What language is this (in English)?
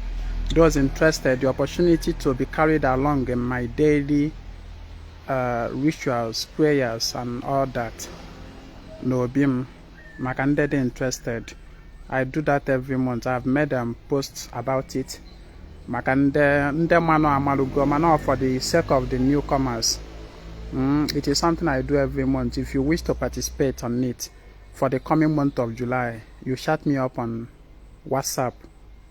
Igbo